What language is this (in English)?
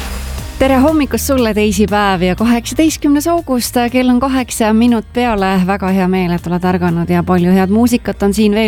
Estonian